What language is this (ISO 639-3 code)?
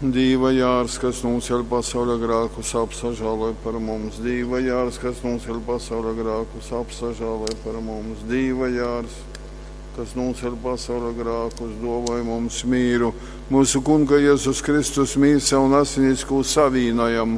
ltg